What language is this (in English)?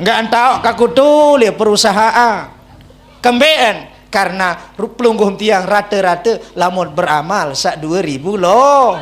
Sasak